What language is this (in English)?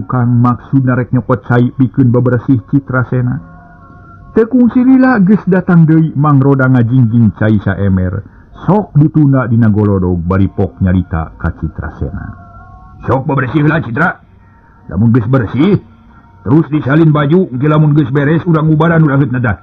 Sundanese